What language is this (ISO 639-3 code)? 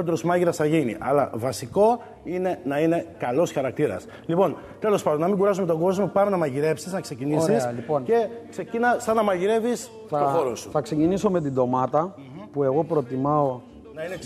ell